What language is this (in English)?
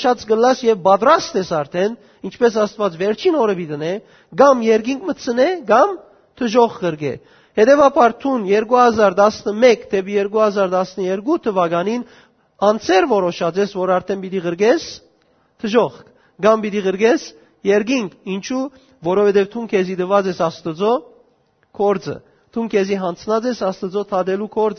Western Armenian